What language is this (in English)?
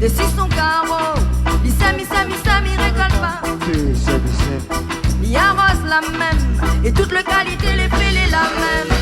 Réunion Creole French